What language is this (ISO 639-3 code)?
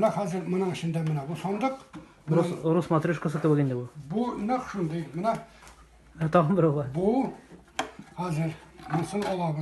tat